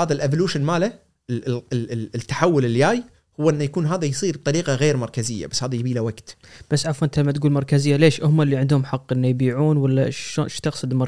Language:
Gulf Arabic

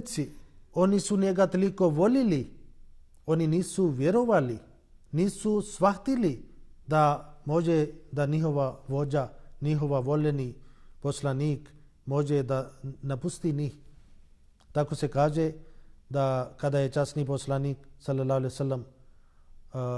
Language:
Bosnian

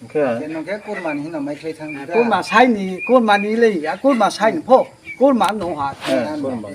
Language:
Riang (India)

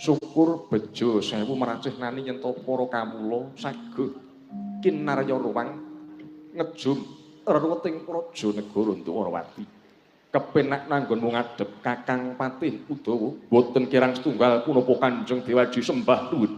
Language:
Javanese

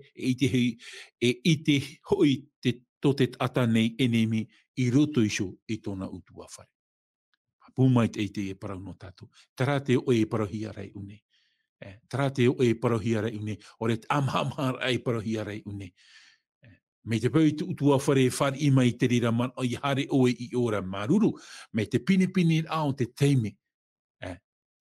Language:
Tahitian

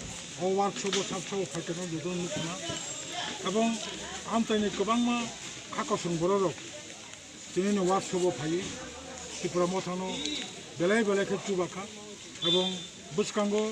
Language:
Kok Borok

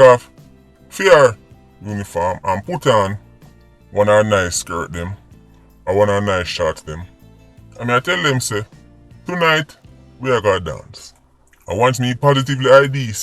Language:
Jamaican Creole English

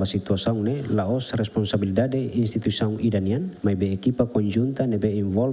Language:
Tetum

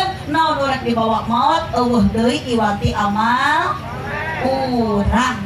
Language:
Sundanese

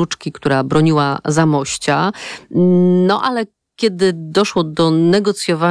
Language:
Polish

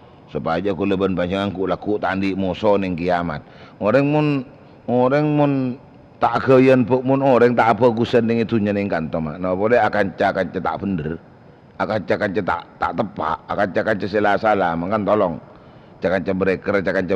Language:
Madurese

